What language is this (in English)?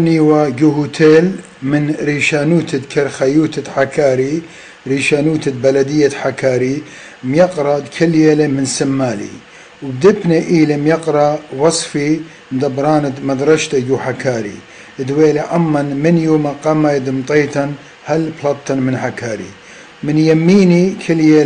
Assyrian Neo-Aramaic